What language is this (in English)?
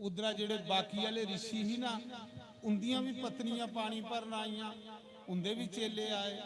Dogri